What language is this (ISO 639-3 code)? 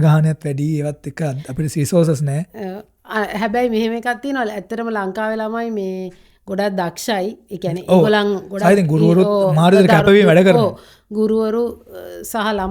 sin